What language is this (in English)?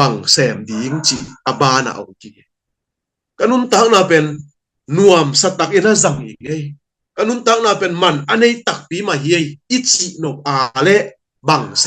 Tedim Chin